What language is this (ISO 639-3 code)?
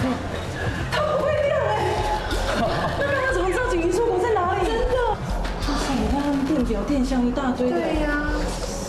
zho